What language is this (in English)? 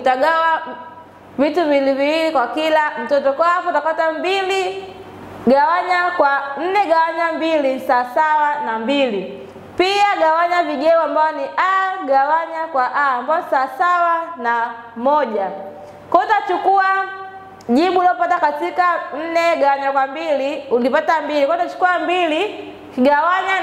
Swahili